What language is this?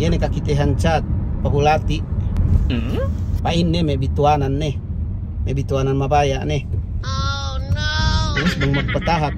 Yakan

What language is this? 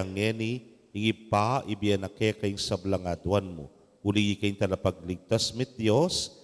Pampanga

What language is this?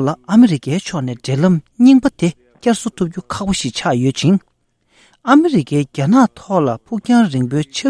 Tibetan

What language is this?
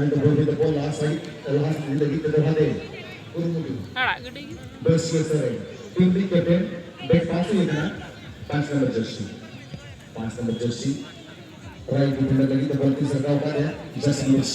Santali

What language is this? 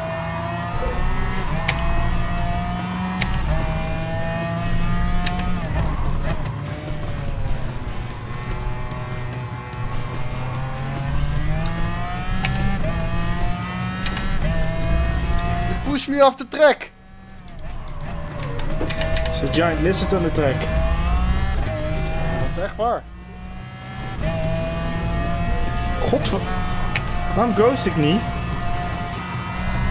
Dutch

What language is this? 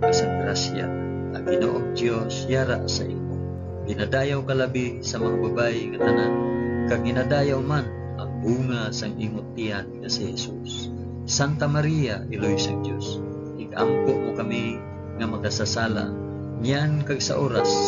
Hiligaynon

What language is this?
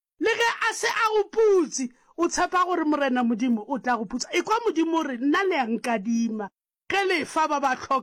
Northern Sotho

